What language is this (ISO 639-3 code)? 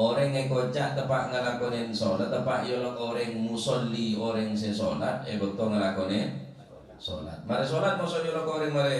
mad